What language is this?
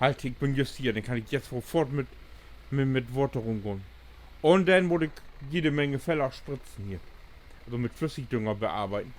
Low German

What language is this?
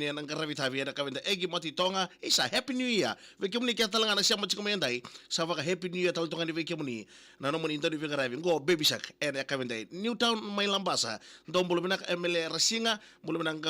Fijian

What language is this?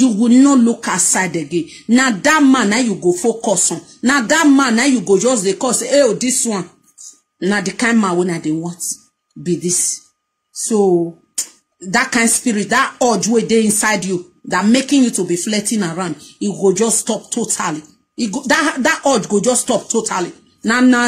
Nigerian Pidgin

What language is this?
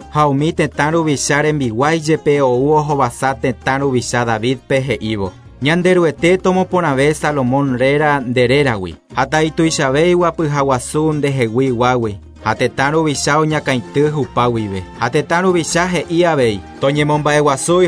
Guarani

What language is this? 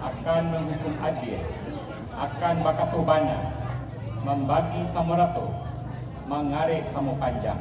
Minangkabau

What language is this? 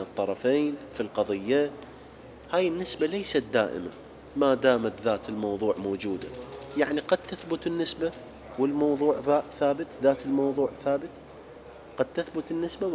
Mesopotamian Arabic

